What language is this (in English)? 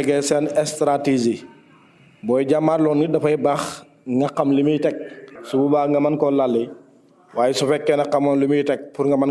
Wolof